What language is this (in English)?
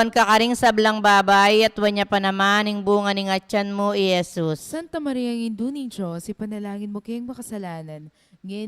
Pampanga